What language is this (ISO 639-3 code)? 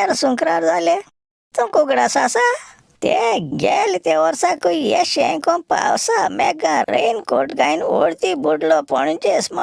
kok